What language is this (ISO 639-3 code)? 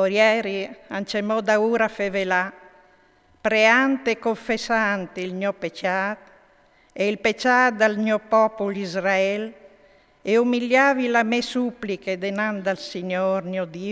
fur